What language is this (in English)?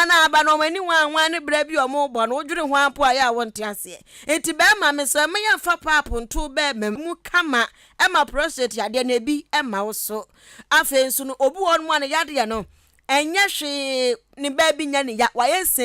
Akan